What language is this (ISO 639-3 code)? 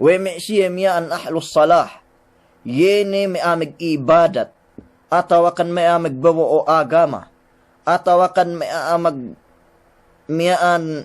yka